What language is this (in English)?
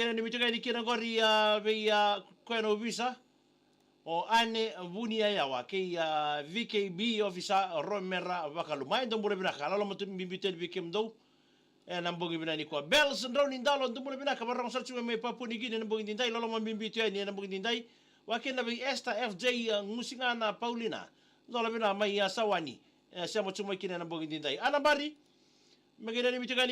Fijian